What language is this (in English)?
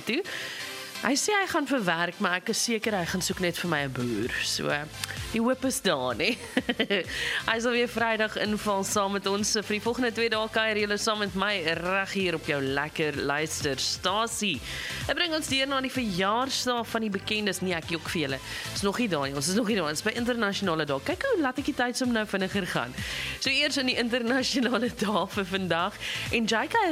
Afrikaans